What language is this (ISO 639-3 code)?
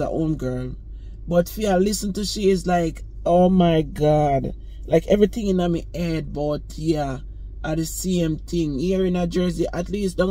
jam